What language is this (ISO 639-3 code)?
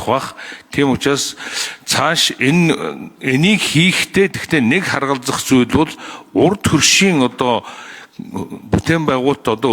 mon